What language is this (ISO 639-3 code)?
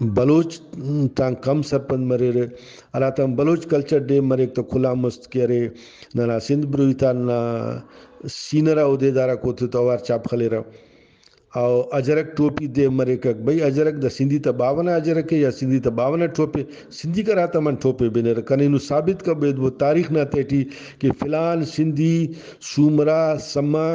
brh